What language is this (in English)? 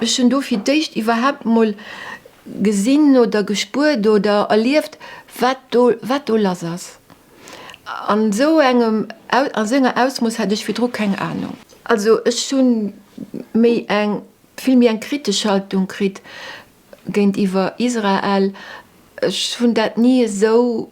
Luxembourgish